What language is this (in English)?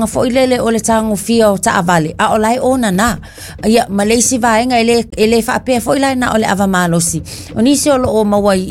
Samoan